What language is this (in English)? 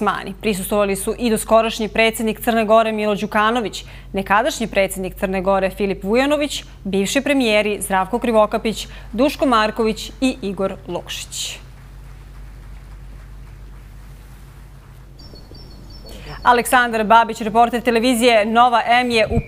Serbian